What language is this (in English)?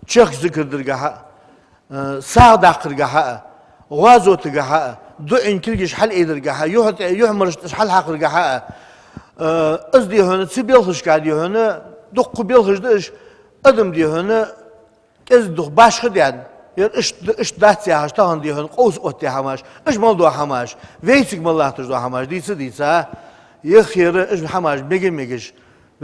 Ingush